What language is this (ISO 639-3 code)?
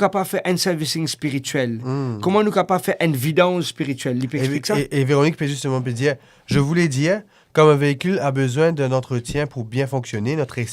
mfe